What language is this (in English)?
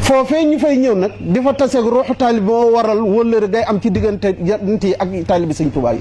Wolof